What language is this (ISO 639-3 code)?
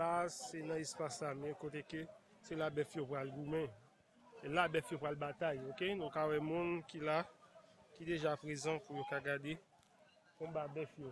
hat